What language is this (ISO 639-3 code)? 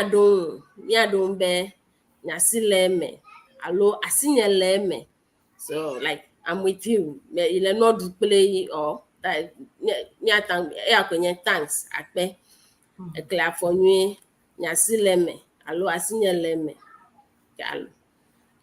ewe